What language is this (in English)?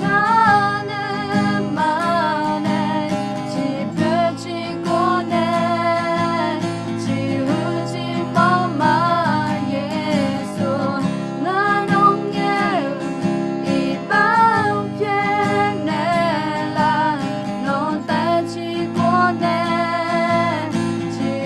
Akha